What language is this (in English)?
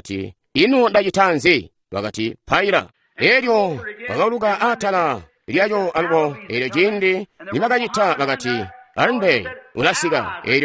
Tonga (Zambia)